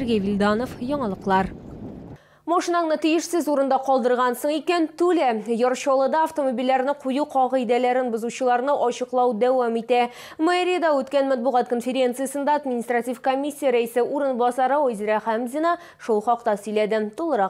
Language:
Tatar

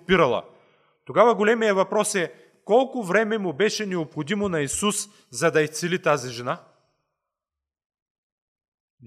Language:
Bulgarian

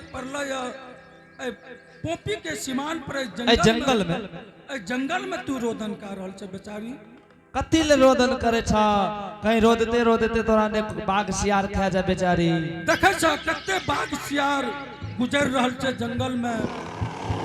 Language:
Angika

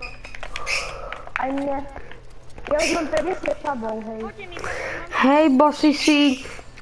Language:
Slovak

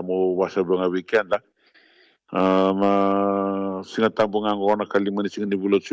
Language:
Fijian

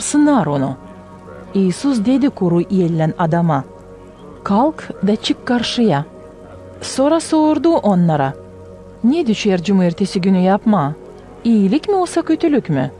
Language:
Gagauz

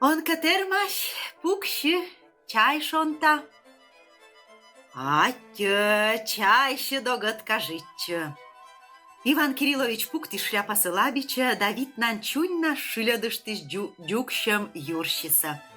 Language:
Komi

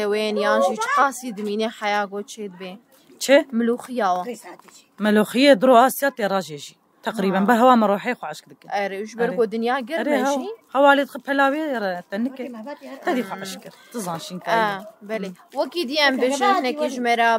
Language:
Kurdish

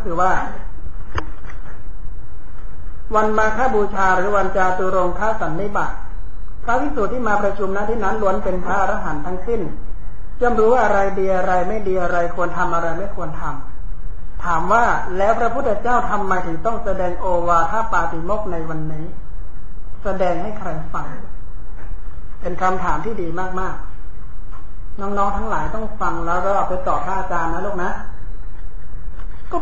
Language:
Thai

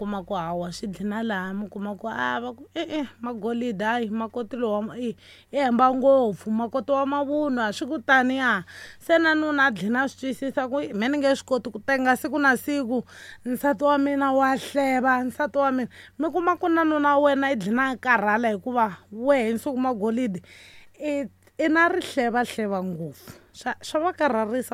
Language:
Tsonga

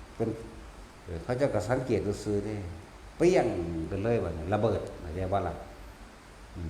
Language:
Northeastern Thai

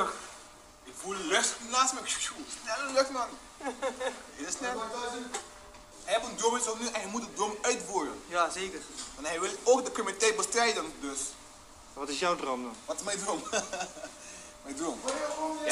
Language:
Dutch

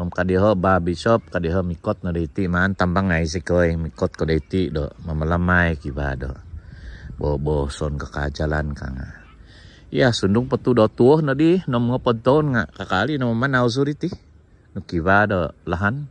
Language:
Central Dusun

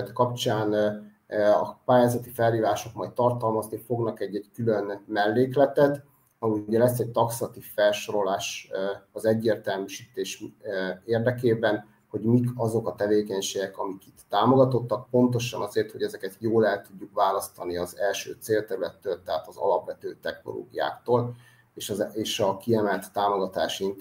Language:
Hungarian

